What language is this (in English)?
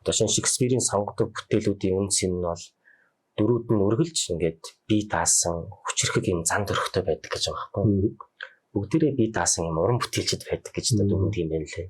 Mongolian